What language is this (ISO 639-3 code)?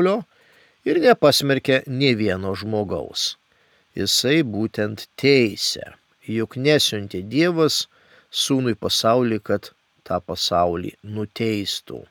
lit